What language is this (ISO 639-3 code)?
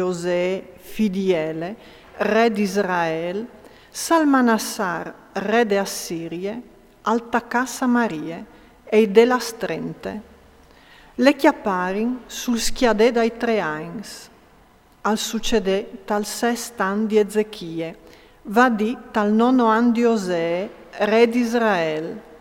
fur